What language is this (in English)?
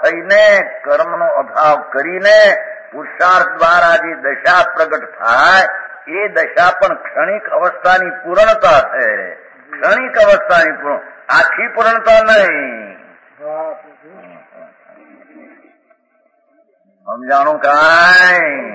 Gujarati